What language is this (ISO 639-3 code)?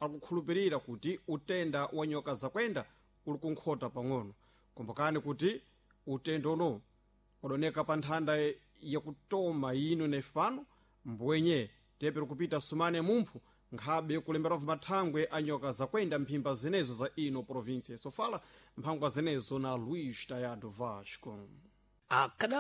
seh